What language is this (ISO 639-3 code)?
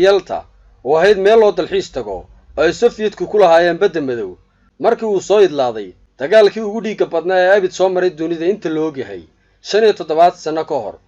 som